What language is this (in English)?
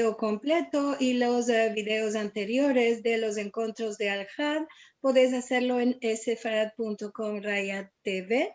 Ladino